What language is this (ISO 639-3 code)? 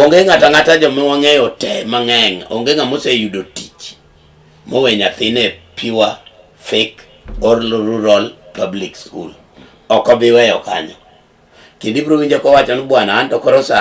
luo